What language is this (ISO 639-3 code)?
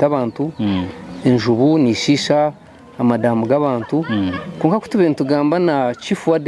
nyn